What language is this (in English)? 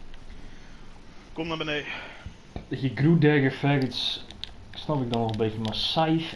Dutch